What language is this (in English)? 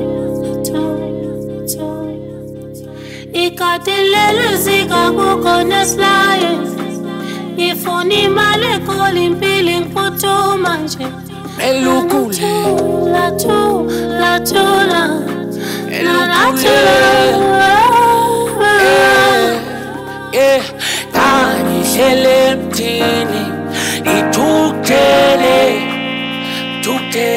Zulu